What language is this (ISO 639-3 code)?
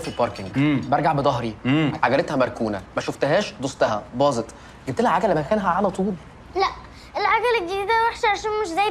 arz